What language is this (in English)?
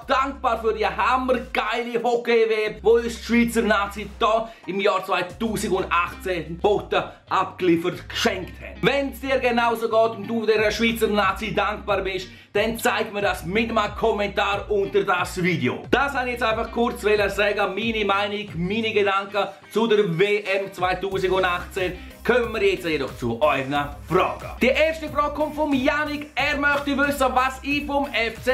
Swiss German